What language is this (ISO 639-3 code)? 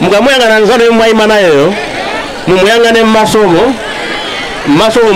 nya